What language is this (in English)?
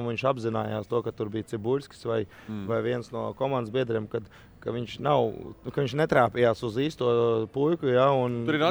Latvian